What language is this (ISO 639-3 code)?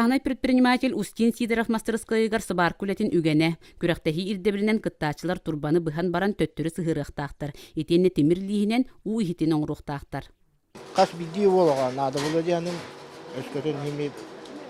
sah